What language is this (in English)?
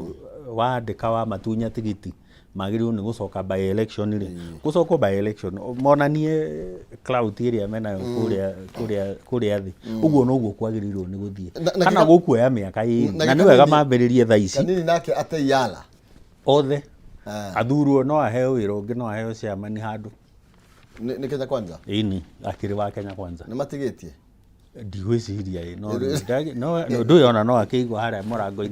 Kikuyu